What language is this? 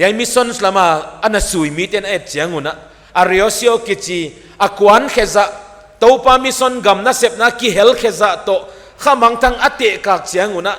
Paite Chin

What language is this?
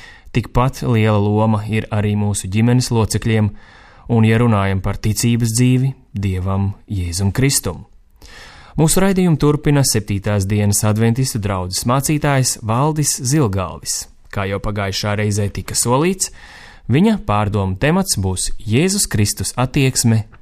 Latvian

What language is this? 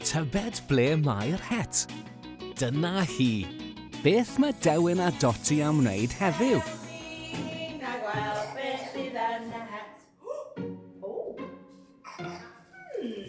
Welsh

